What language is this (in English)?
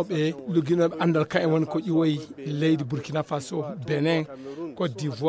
Nigerian Fulfulde